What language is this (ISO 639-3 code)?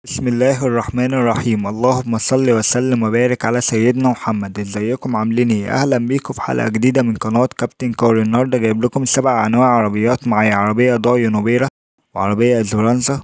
arz